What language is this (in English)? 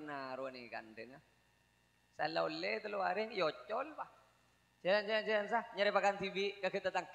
Madurese